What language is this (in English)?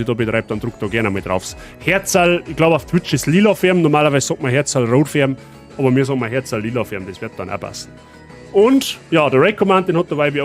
Bavarian